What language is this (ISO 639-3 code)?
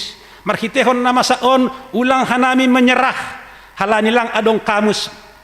bts